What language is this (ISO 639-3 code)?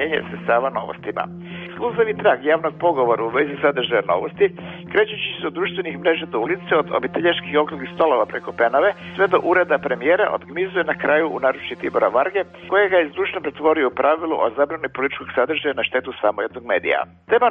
hrv